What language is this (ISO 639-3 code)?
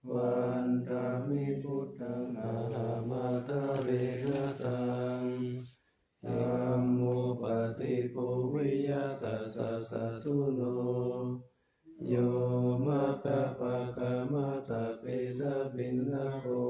pli